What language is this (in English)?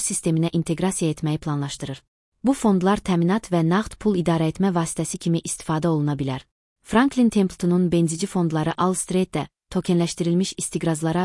Azerbaijani